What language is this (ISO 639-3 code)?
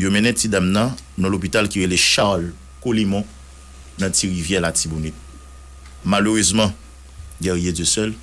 hat